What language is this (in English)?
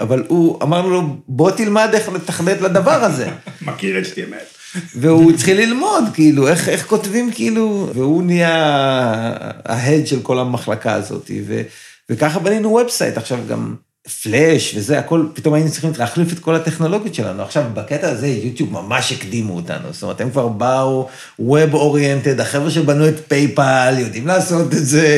Hebrew